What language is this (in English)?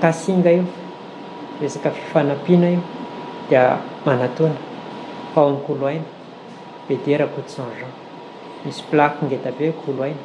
Malagasy